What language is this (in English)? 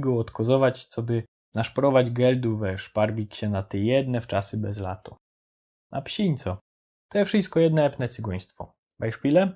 Silesian